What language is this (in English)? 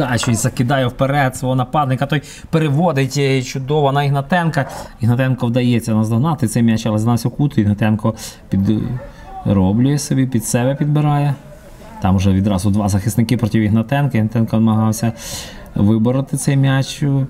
Ukrainian